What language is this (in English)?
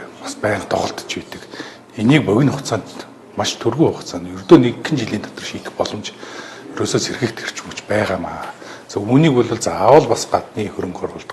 Mongolian